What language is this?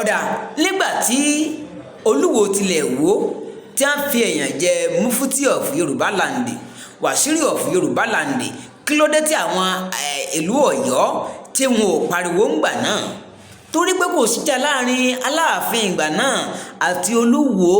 Yoruba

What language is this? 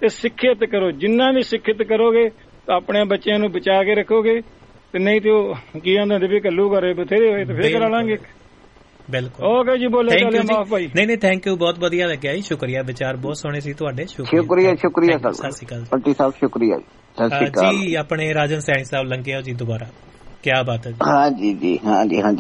Punjabi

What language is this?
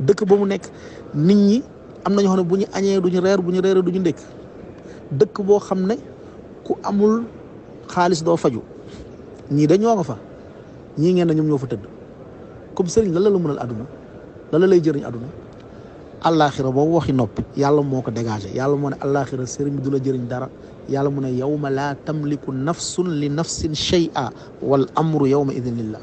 Wolof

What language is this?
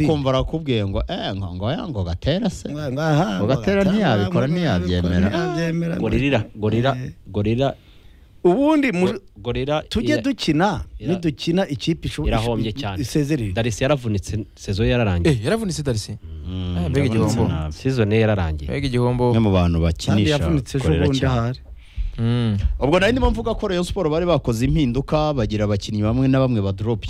Kinyarwanda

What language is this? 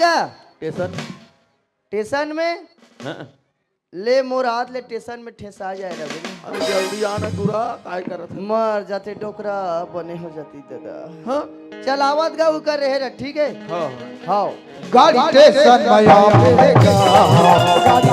Chhattisgarhi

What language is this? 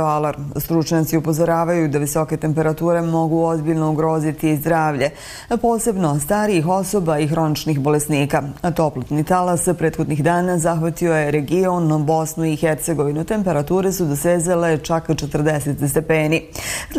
Bosnian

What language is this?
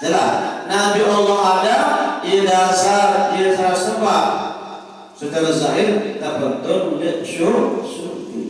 Sasak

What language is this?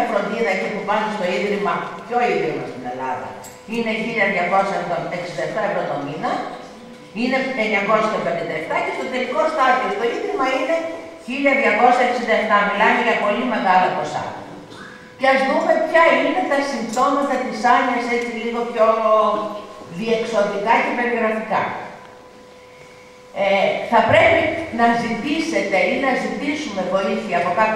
Greek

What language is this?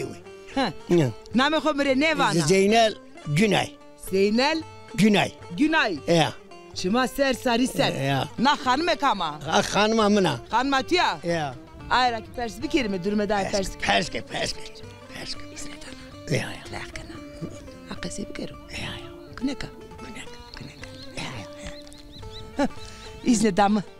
Zaza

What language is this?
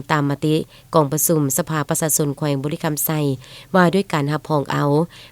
Lao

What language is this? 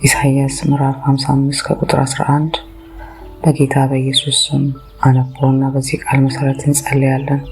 Amharic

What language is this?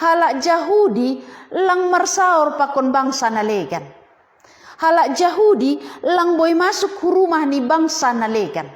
Batak Simalungun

